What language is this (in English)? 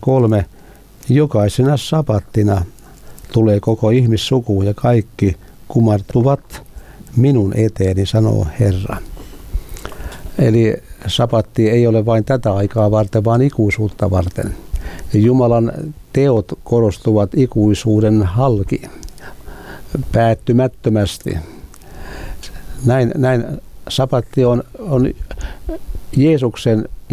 Finnish